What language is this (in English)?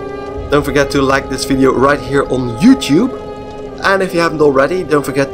English